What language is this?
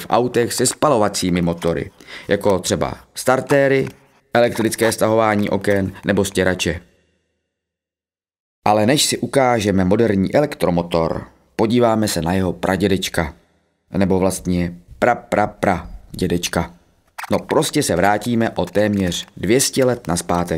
Czech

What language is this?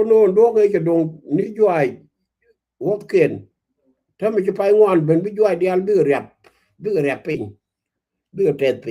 Nuer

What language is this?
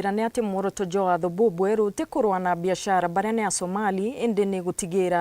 Meru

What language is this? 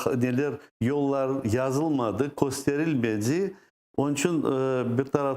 Crimean Tatar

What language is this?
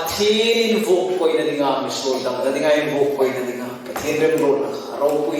Hmar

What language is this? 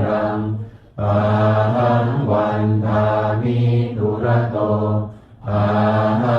Pali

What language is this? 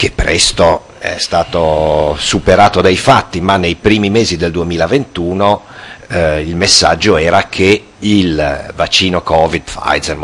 Italian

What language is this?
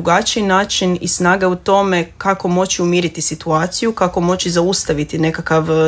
Croatian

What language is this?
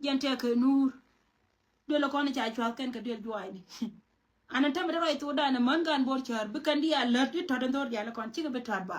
Nuer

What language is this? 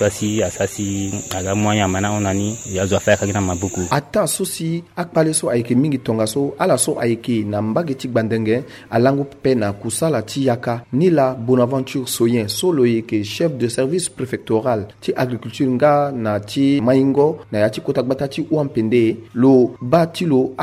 Sango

